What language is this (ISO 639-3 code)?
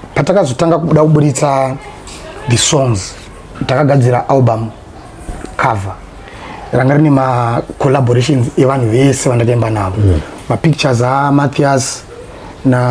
sna